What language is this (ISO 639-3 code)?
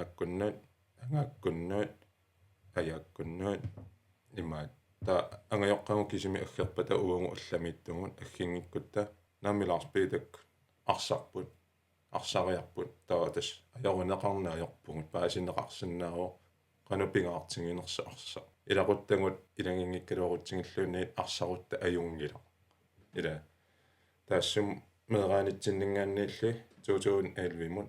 kal